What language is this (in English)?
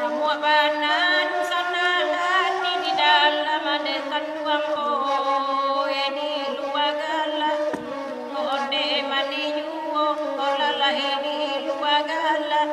Minangkabau